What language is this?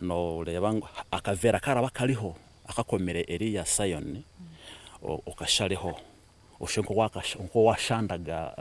Nyankole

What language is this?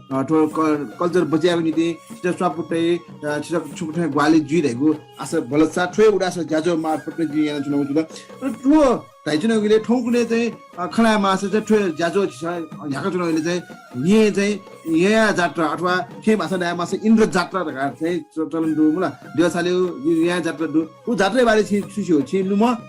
Newari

